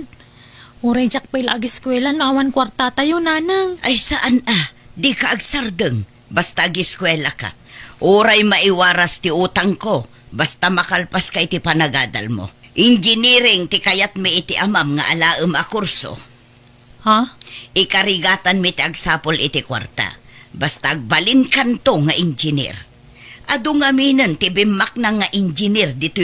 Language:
Iloko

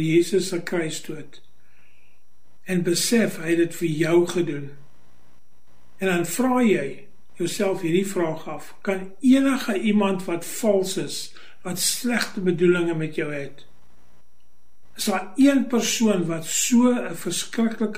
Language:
Afrikaans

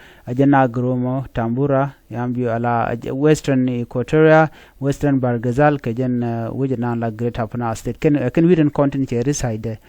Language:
Nuer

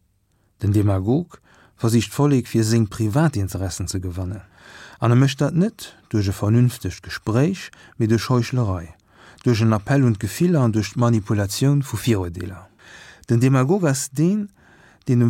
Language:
Luxembourgish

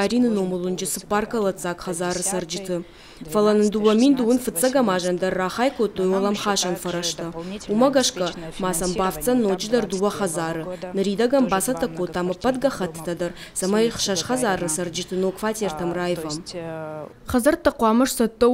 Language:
Ossetic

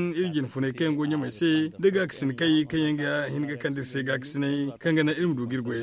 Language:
Zarma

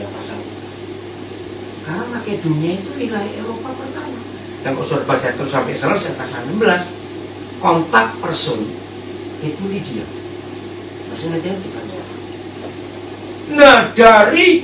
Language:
Indonesian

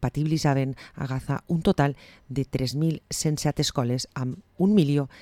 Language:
Catalan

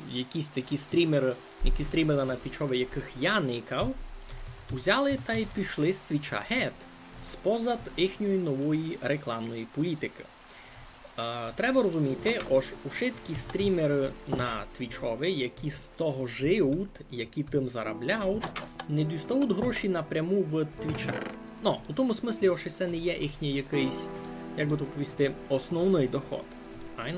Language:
Rusyn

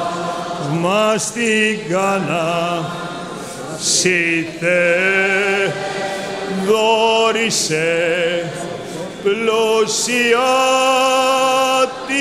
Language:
Greek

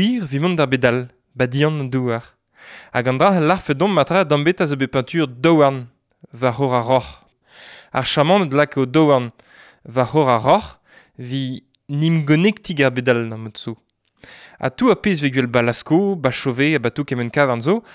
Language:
Breton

